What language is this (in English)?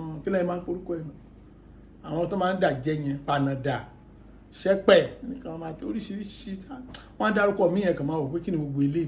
Yoruba